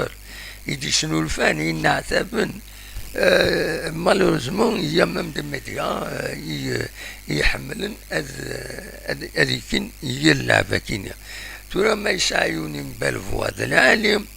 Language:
Kabyle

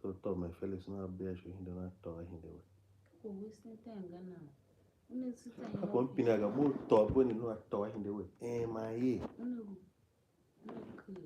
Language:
Tiv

